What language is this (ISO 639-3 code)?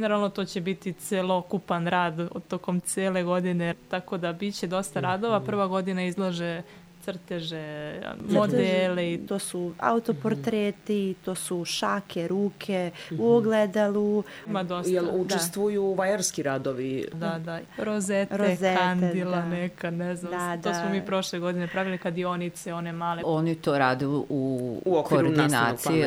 srp